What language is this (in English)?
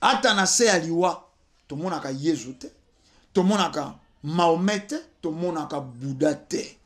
Lingala